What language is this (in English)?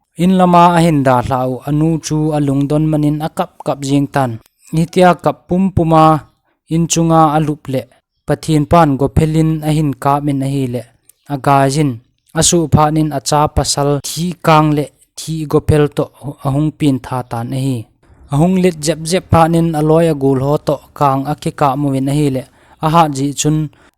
Thado Chin